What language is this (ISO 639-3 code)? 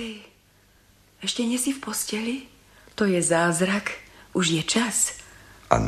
slk